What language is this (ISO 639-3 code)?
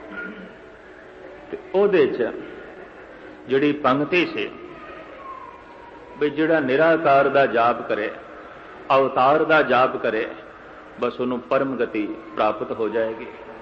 pan